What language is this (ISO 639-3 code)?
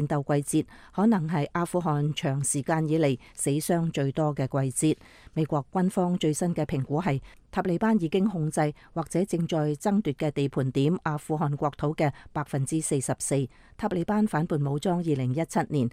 yue